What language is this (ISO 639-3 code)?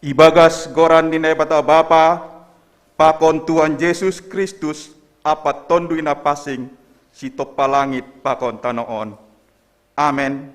bts